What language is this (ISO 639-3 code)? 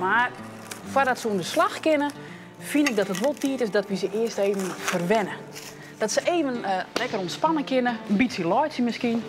fry